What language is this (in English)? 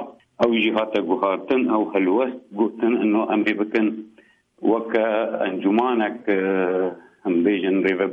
Kurdish